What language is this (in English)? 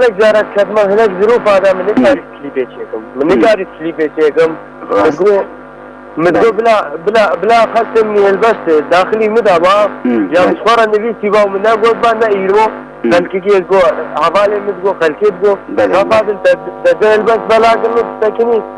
Kurdish